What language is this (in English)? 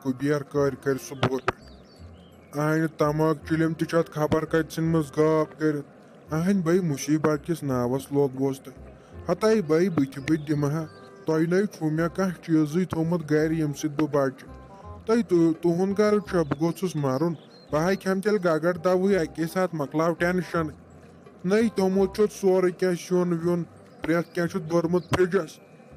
Kashmiri